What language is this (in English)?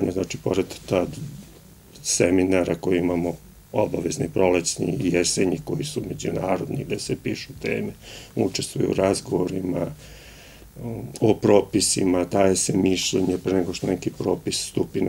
Serbian